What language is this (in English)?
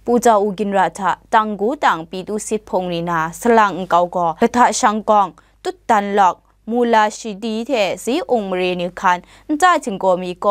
Kachin